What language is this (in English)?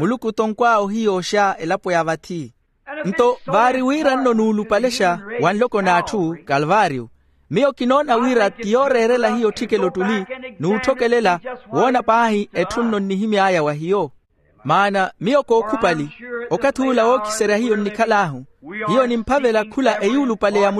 Makhuwa